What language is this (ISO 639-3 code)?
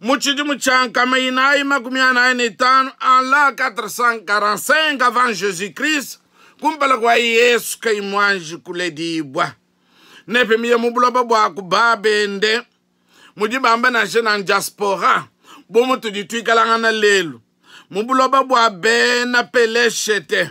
lua